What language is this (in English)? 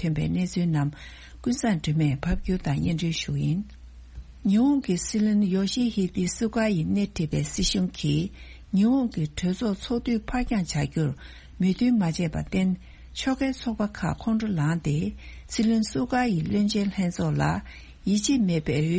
Tibetan